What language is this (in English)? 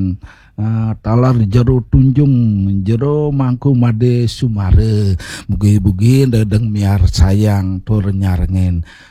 Balinese